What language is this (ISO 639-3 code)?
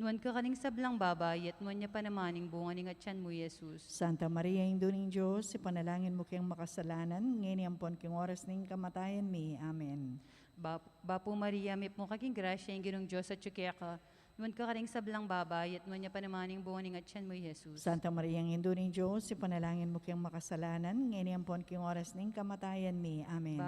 pam